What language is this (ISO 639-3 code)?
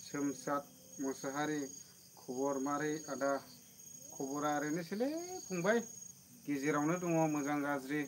brx